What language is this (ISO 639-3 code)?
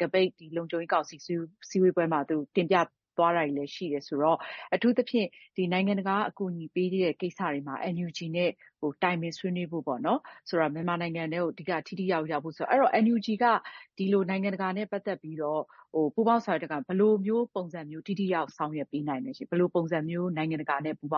mya